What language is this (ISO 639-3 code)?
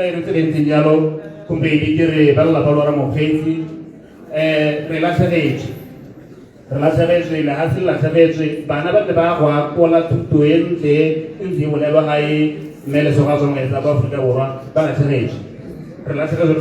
tsn